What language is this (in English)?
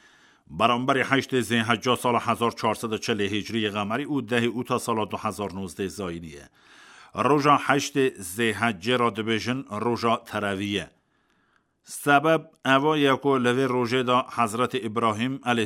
Kurdish